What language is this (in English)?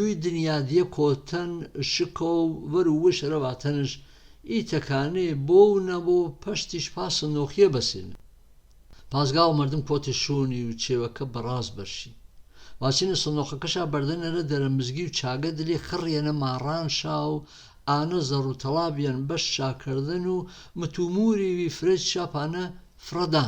Gurani